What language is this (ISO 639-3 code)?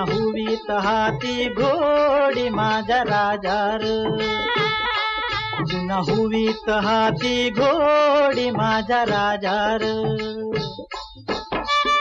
mar